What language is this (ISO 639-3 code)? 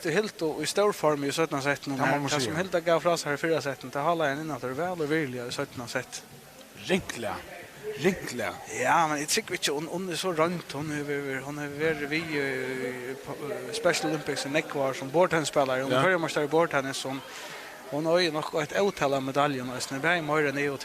fao